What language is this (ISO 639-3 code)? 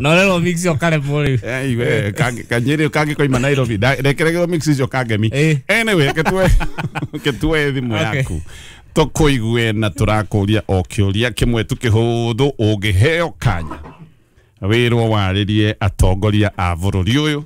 kik